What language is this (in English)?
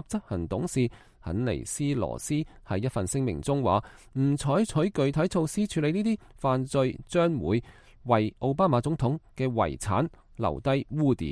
Cantonese